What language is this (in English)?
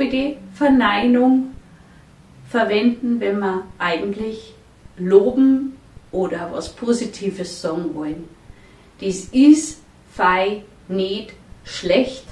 Bavarian